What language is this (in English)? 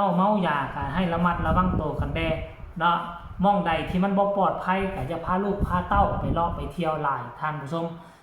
Northeastern Thai